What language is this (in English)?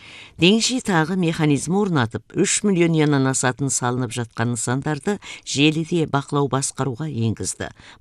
Kazakh